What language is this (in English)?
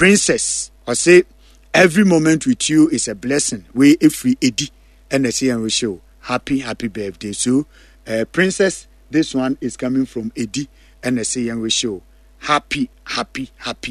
Akan